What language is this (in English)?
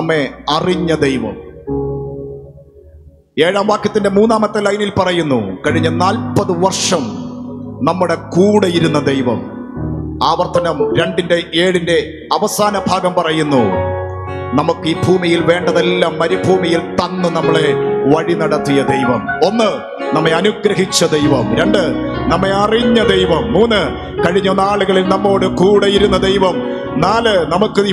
Malayalam